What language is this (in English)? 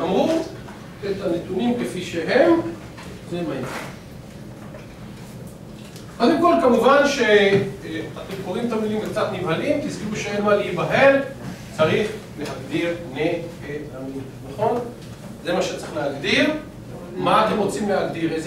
Hebrew